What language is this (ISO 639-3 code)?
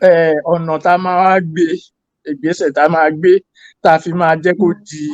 yor